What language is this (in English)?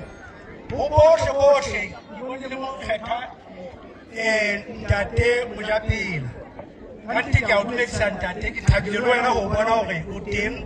Southern Sotho